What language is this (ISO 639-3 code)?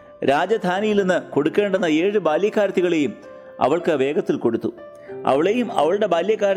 mal